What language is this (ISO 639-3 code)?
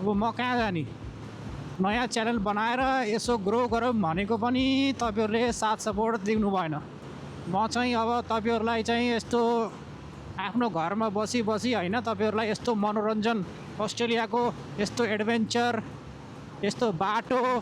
nep